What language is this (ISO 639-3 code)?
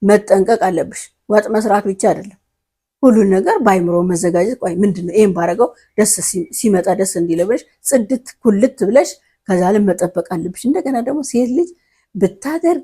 amh